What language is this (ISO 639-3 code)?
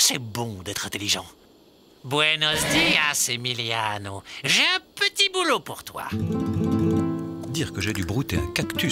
fra